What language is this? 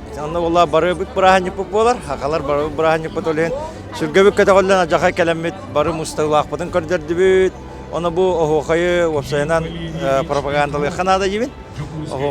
Yakut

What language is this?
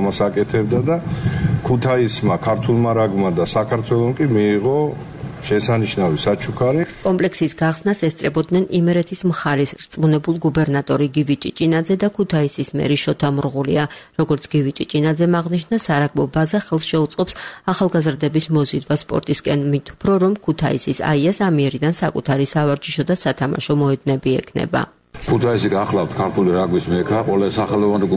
Georgian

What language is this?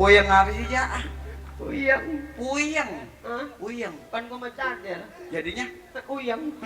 Betawi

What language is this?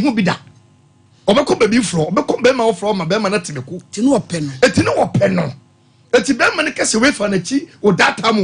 Akan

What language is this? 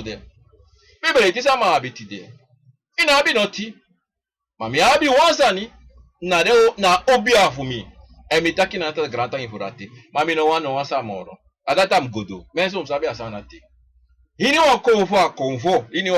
Sranan Tongo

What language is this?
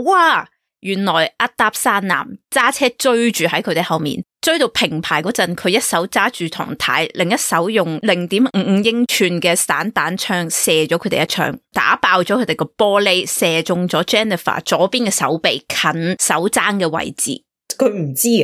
Cantonese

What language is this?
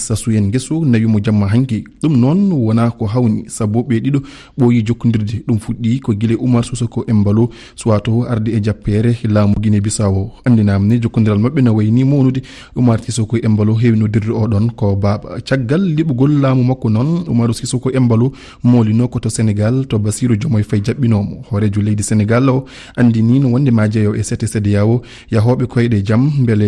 Fula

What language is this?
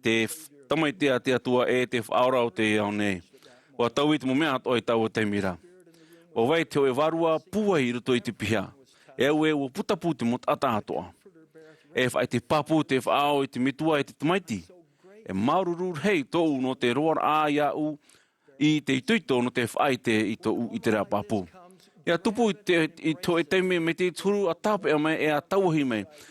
Tahitian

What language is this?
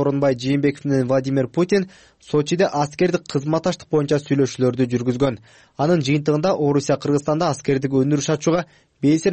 Kyrgyz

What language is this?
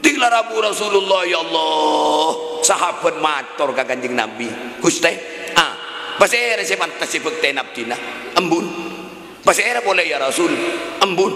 Madurese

